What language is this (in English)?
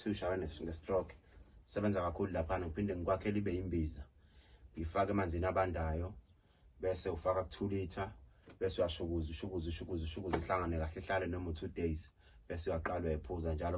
Zulu